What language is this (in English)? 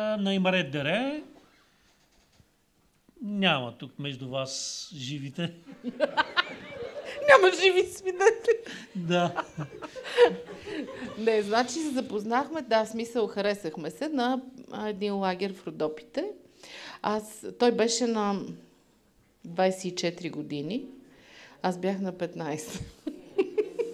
Bulgarian